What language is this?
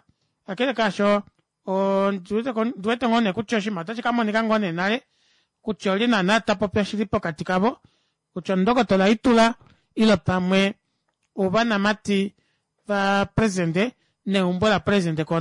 Kuanyama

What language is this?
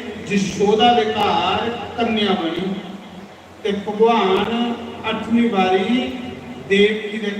Dogri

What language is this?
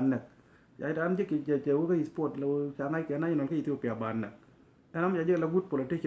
Nuer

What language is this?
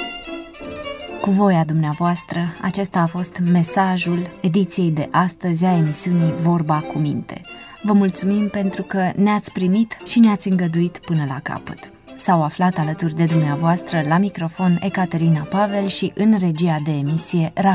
Romanian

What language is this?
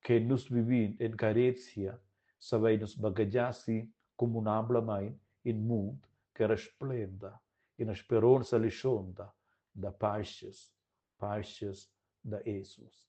Romansh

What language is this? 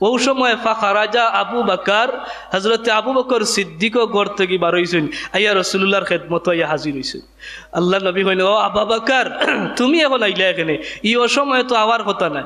Sylheti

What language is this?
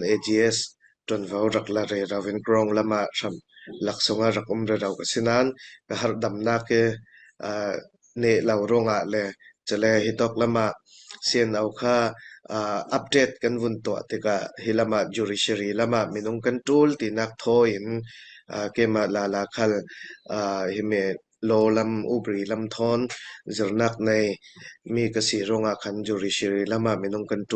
Falam Chin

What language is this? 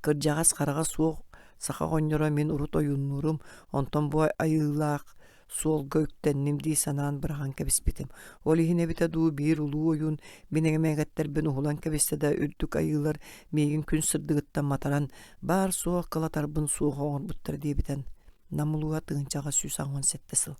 Yakut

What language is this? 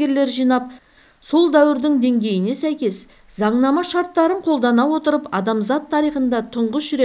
Kazakh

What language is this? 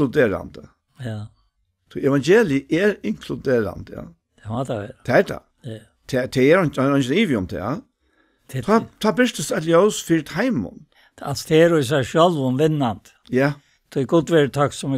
Faroese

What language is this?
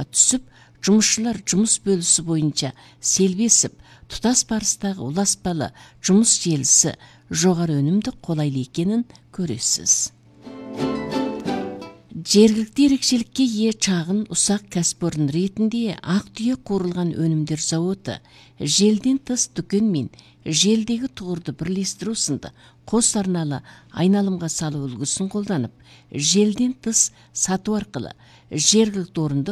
Kazakh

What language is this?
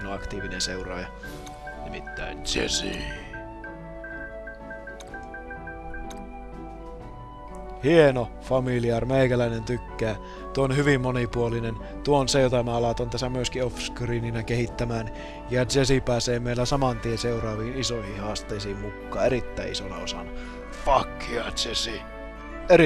Finnish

